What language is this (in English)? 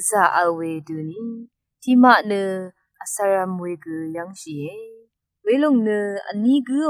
Rawang